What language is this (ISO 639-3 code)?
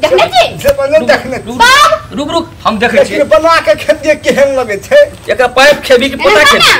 mai